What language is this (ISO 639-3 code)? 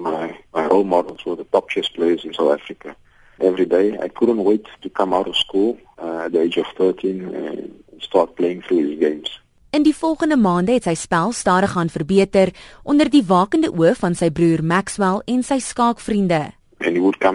eng